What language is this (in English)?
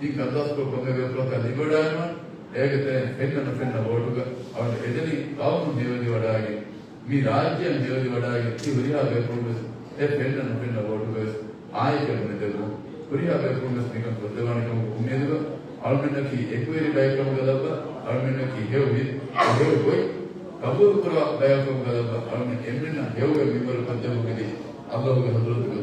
Divehi